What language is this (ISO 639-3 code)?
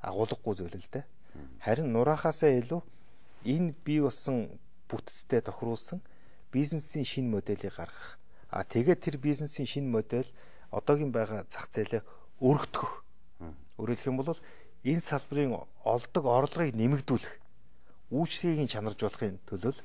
mon